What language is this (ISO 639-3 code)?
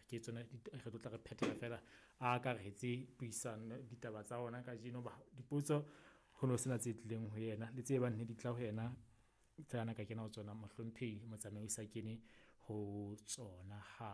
sot